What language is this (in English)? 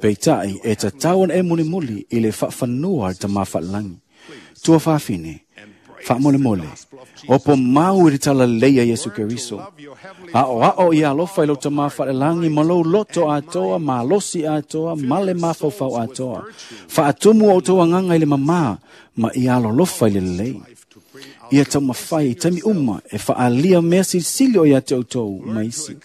Samoan